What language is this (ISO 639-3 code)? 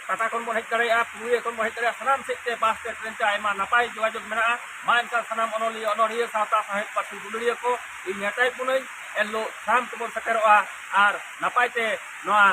sat